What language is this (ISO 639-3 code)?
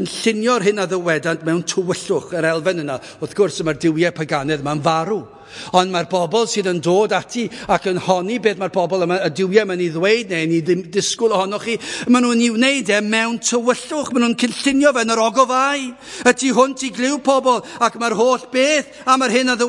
cym